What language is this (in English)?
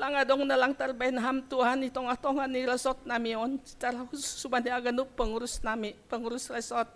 Batak Simalungun